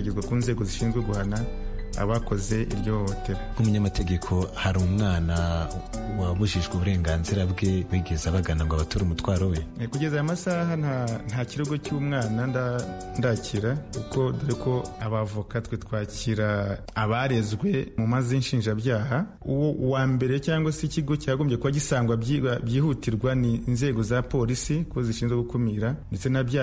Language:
Kinyarwanda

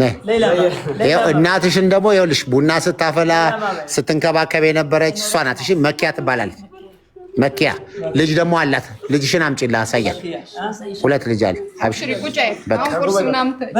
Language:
Amharic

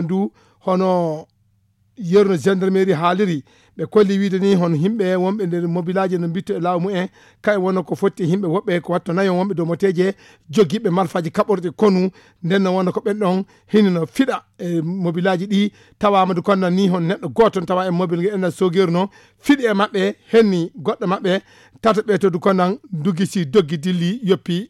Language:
Fula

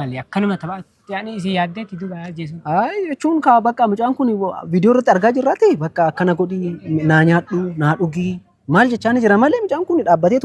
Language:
Oromo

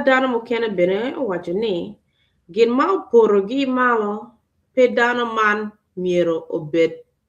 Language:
Acoli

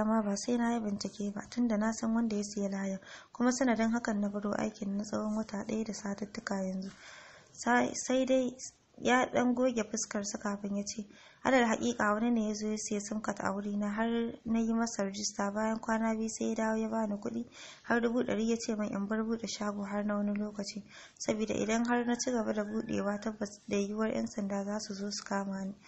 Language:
Hausa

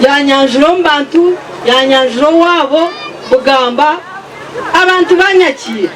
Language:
Nyankole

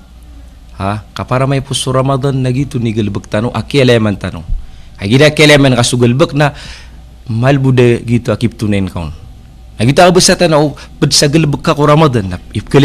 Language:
Maranao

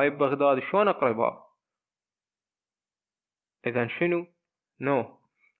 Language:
Mesopotamian Arabic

